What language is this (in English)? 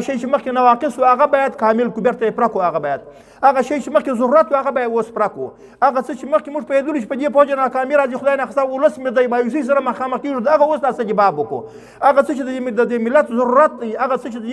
Pashto